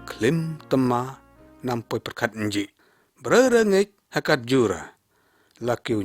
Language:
Lyngngam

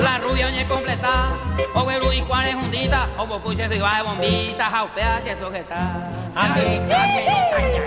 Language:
Guarani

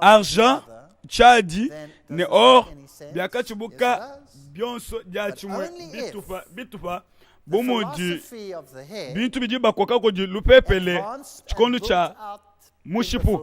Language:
Luba-Lulua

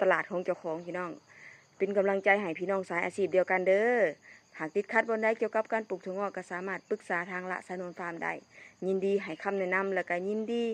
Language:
Northeastern Thai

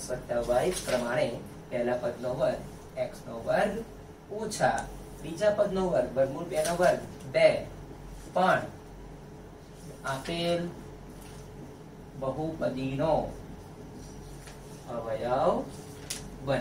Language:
Gujarati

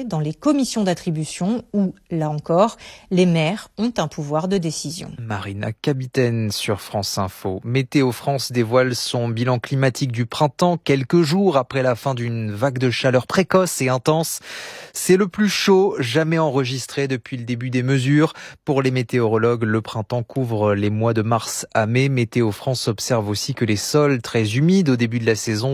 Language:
French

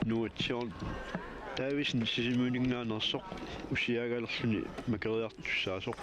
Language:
Kalaallisut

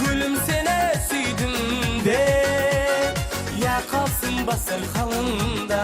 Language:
Kara-Kalpak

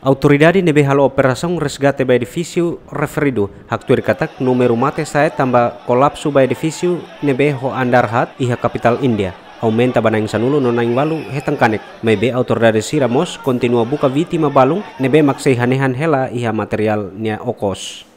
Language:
Tetum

